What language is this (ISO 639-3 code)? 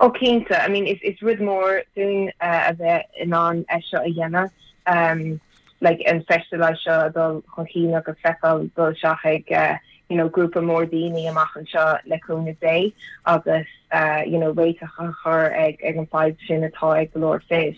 gle